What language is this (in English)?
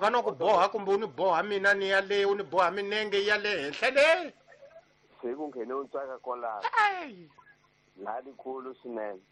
Tsonga